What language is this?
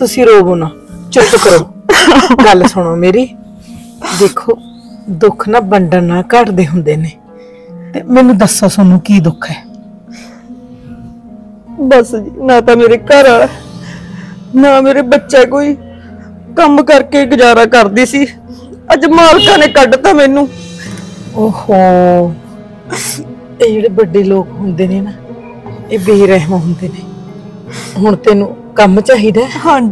Punjabi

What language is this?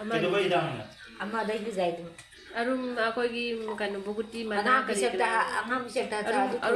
Manipuri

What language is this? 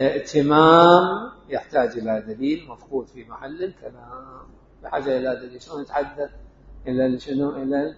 Mesopotamian Arabic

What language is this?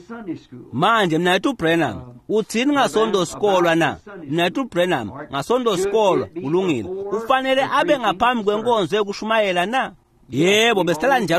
Swati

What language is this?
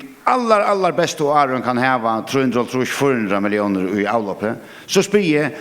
Faroese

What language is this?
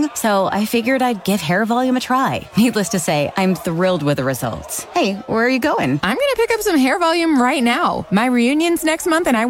English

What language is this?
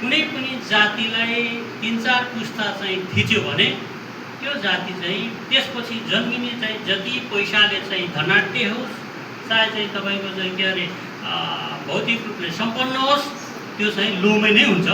Nepali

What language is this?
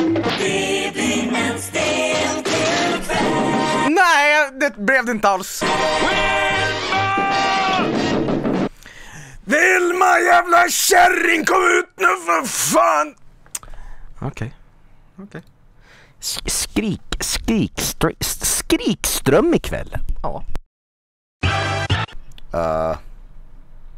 Swedish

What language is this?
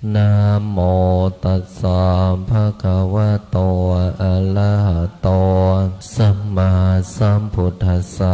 Pali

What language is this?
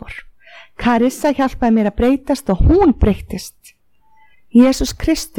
Icelandic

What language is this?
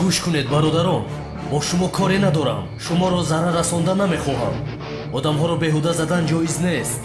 Tajik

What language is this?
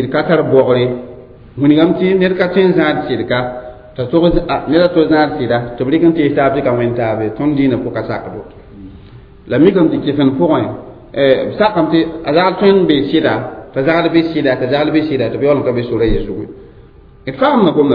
Mossi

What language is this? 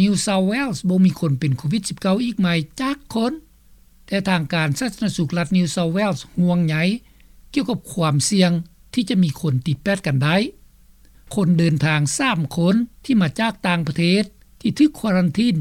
Lao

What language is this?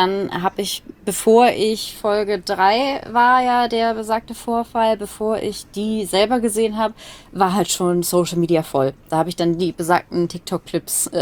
German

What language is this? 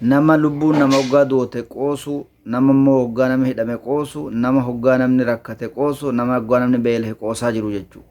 Oromo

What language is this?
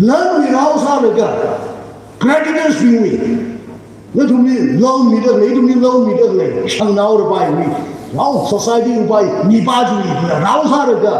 Tangkhul Naga (India)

